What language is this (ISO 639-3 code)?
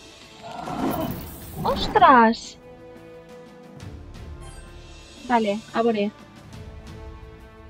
cat